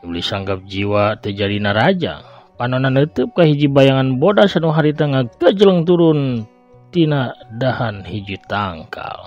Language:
Sundanese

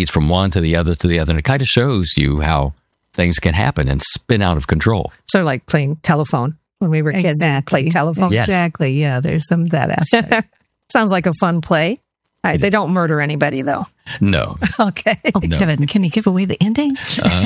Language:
English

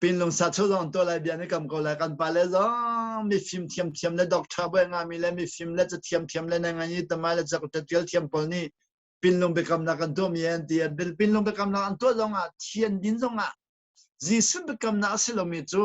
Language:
Hakha Chin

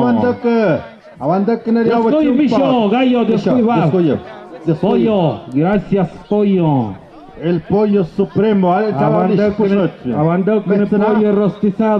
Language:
Tlahuitoltepec Mixe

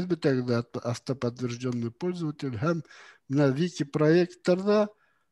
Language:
Bashkir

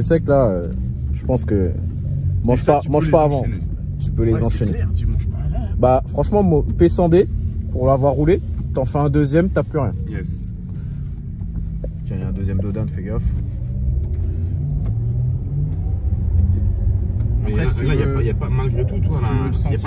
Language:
French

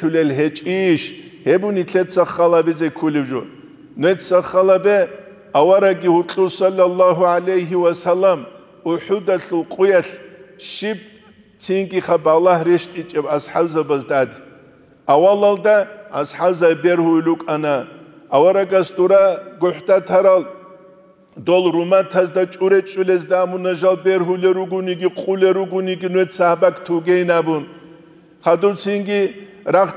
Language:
Avaric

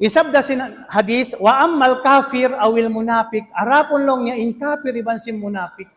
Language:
Tausug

